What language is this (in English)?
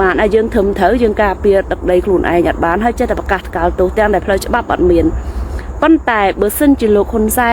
Khmer